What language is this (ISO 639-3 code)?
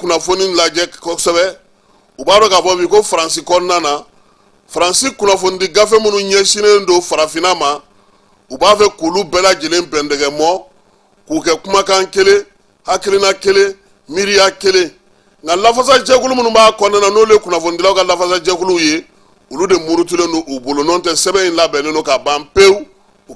bam